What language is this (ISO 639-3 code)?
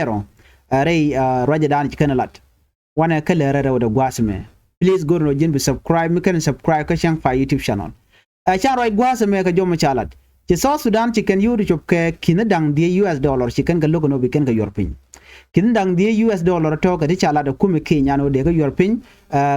nus